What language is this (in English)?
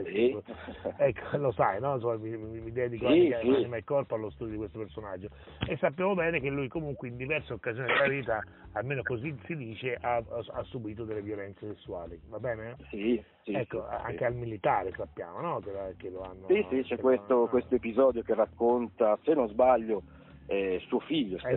Italian